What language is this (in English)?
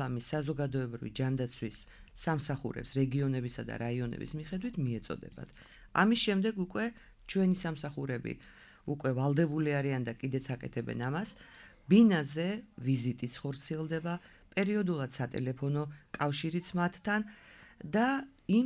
Georgian